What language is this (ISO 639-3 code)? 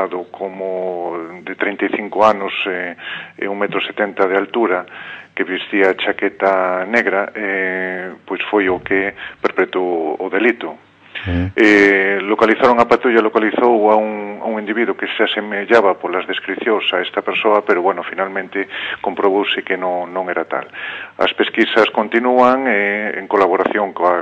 glg